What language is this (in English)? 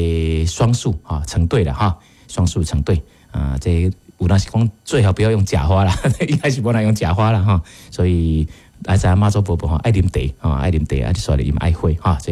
Min Nan Chinese